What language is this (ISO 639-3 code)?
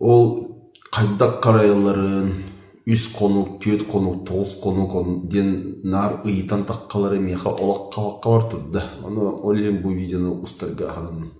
sah